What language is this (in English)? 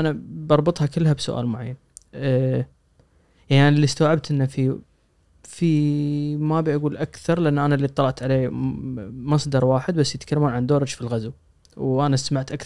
Gulf Arabic